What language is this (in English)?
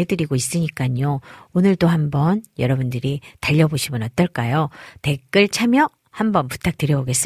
Korean